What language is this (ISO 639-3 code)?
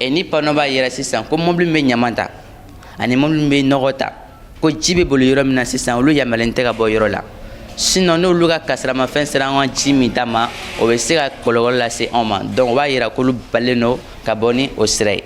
bam